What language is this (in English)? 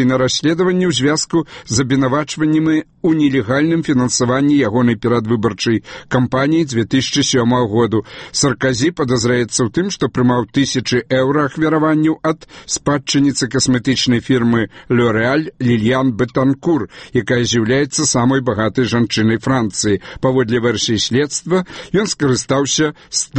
Belarusian